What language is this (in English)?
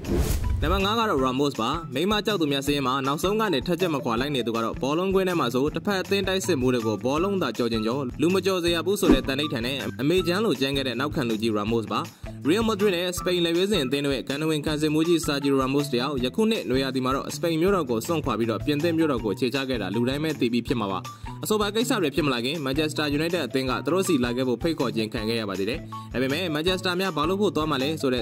Burmese